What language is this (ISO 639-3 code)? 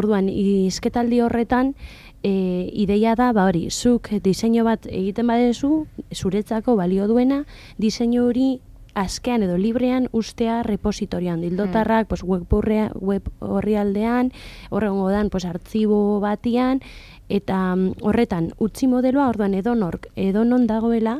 eus